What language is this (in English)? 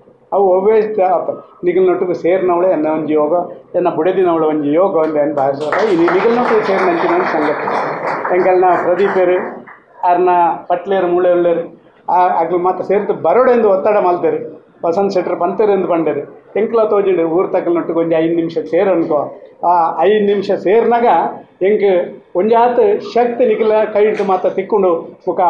Tulu